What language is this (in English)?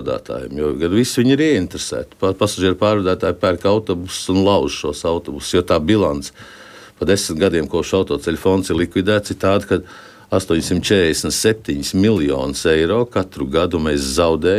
Latvian